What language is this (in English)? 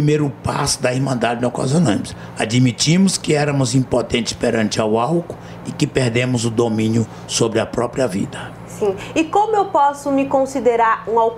Portuguese